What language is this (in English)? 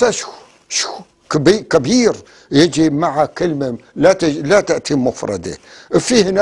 North Levantine Arabic